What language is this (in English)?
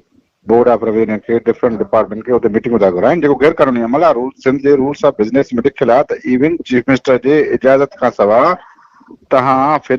Sindhi